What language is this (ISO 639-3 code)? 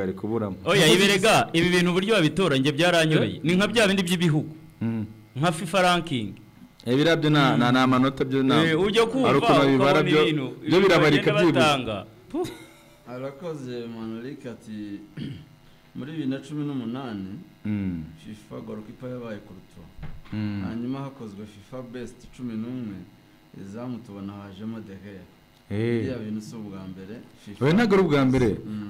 kin